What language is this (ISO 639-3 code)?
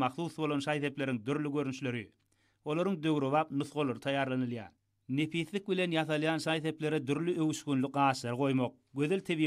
tuk